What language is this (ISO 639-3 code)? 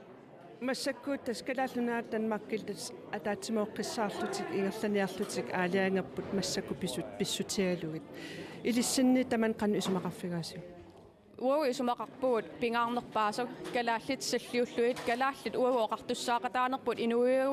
kal